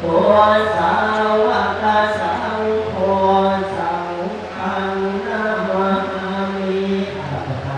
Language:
Pali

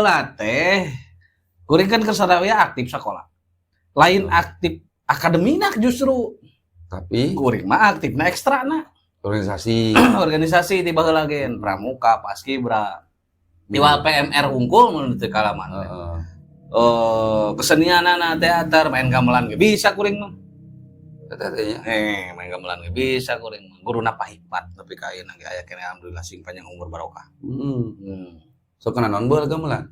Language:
Sundanese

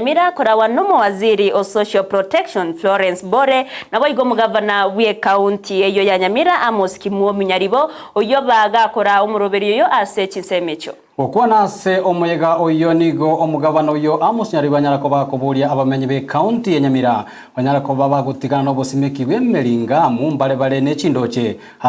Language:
Gusii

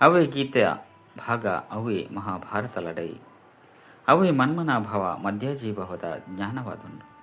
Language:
Tulu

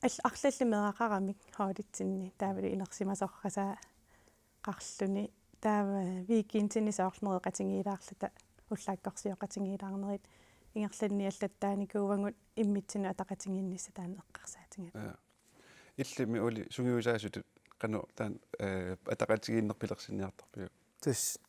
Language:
Kalaallisut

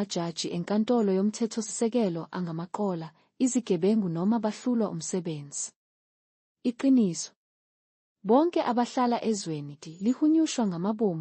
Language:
Zulu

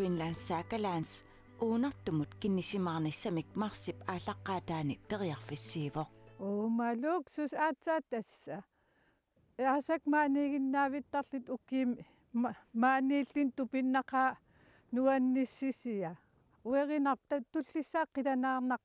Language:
Kalaallisut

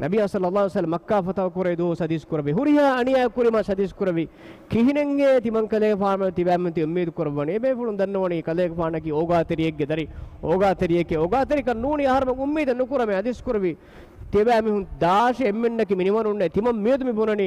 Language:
Divehi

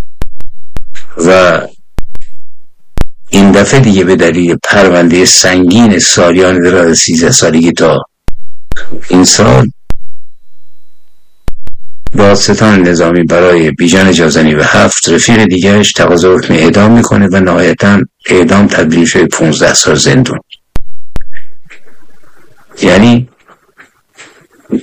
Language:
Persian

